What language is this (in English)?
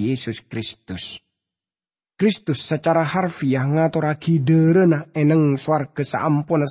Madurese